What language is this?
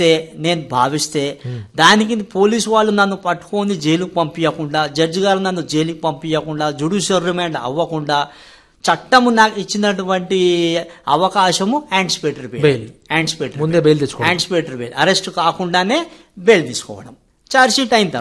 Telugu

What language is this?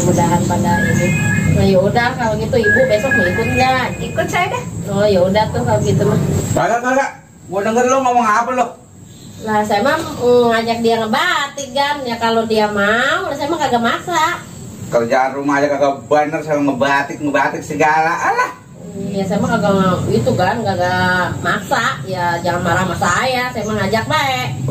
Betawi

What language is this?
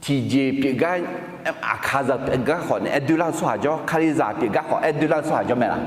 Akha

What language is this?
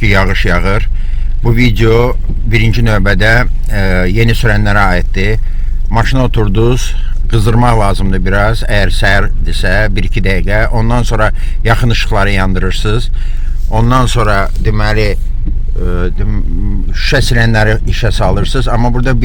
Azerbaijani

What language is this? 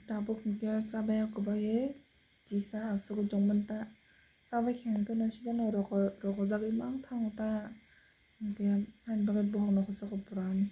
Kok Borok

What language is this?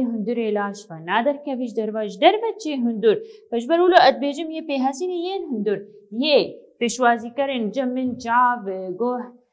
Kurdish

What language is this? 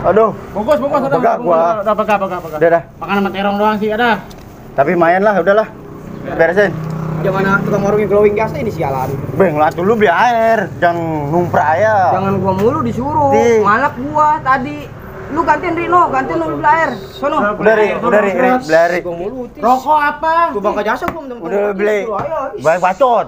Betawi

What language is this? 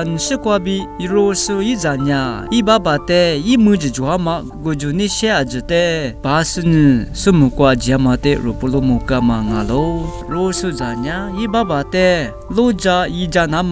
Lisu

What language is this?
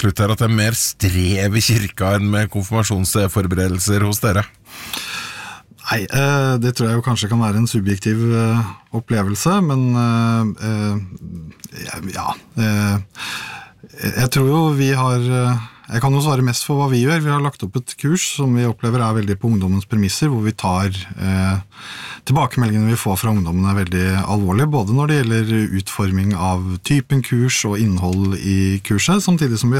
Norwegian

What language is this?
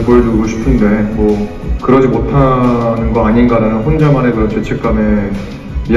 Korean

